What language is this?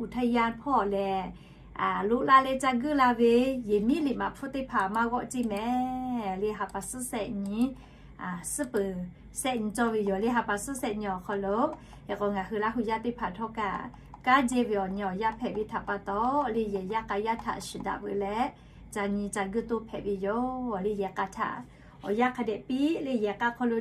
Lahu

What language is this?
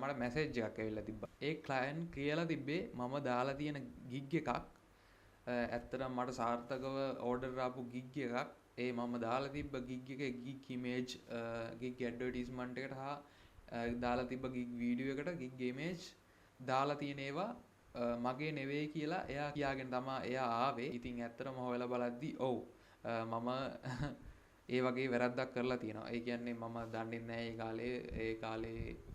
Sinhala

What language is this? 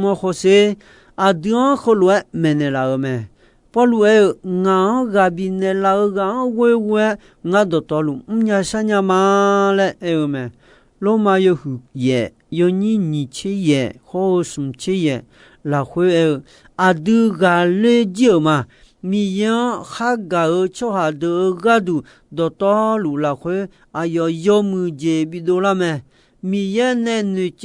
Akha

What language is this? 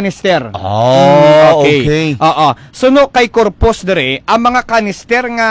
Hiligaynon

